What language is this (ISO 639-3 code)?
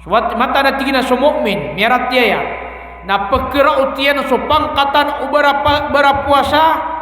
mrw